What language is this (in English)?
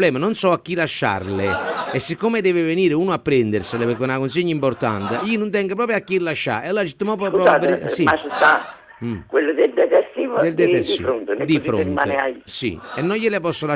Neapolitan